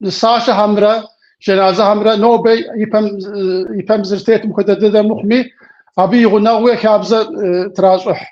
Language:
Kabardian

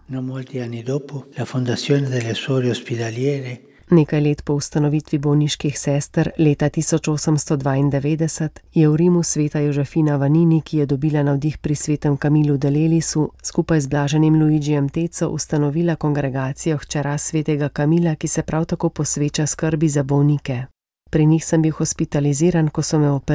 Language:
Slovenian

